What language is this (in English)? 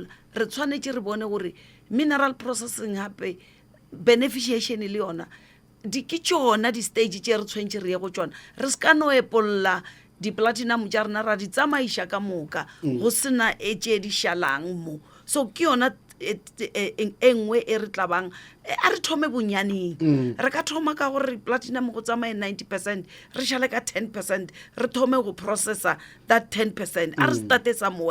Northern Sotho